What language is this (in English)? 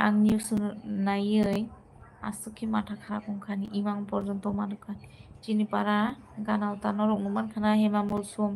Kok Borok